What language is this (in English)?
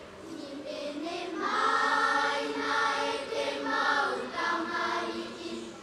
Tahitian